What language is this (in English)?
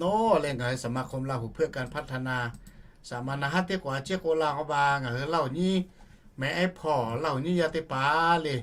Lahu